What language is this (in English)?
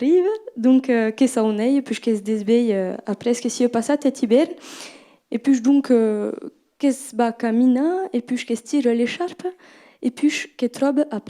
Occitan